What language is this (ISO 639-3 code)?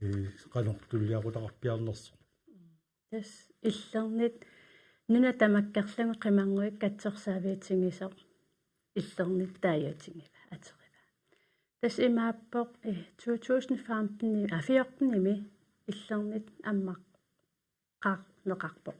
kal